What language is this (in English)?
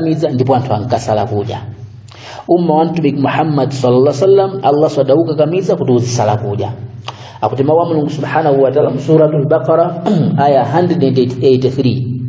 Nyanja